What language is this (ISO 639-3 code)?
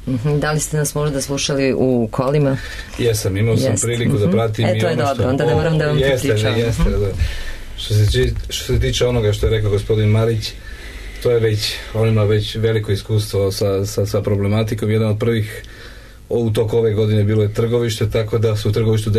srp